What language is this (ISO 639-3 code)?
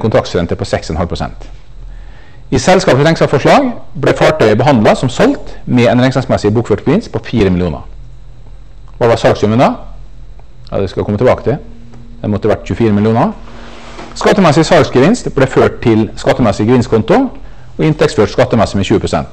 nor